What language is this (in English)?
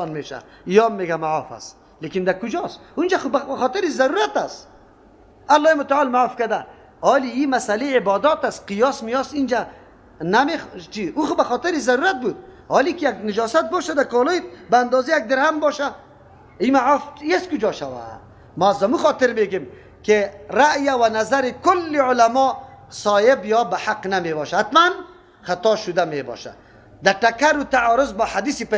Persian